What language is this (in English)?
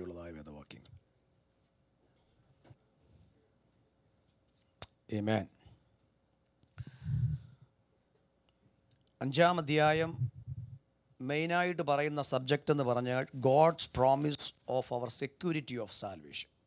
Malayalam